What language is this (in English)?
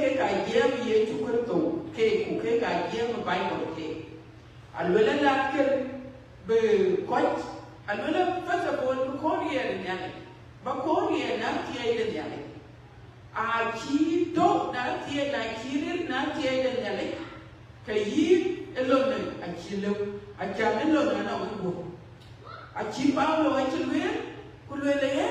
Dinka